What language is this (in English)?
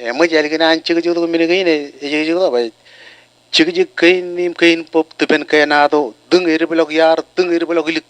Marshallese